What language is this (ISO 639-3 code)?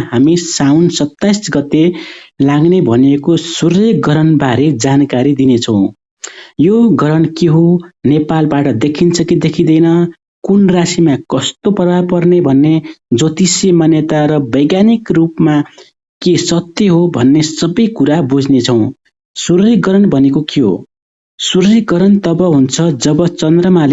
nep